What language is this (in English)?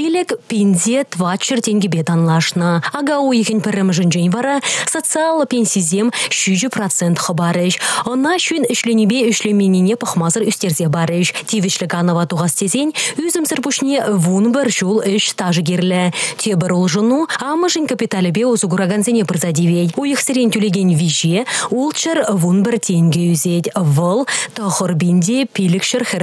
Chuvash